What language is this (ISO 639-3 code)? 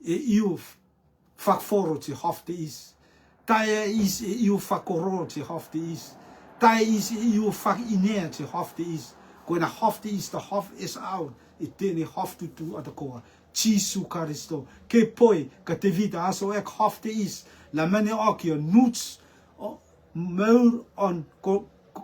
rtm